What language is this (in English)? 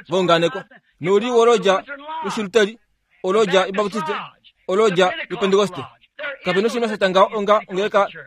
Kuanyama